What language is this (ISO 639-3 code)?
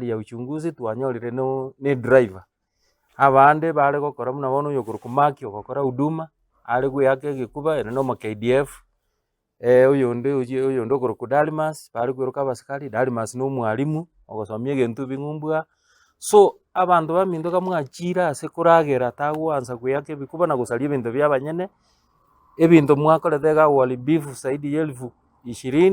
guz